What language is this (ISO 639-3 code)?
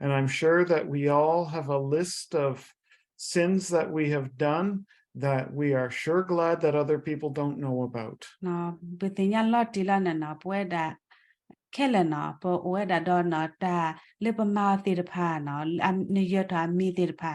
ksw